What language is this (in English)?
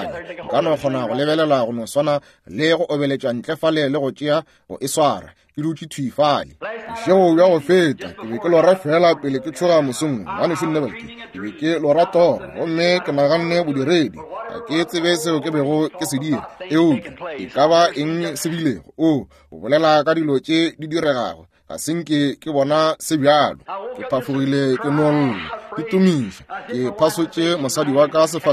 Northern Sotho